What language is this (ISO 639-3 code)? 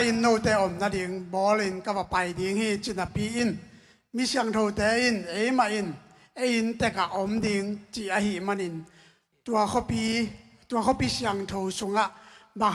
ctd